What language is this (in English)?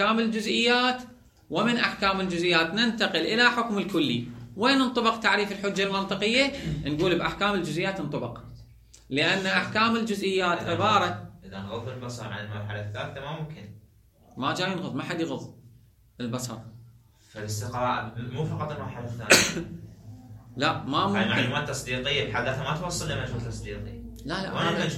Mesopotamian Arabic